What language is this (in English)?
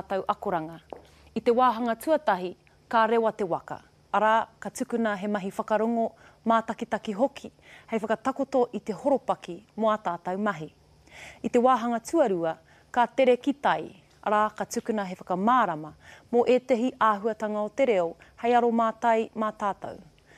Māori